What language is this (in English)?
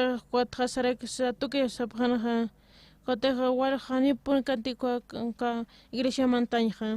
Aymara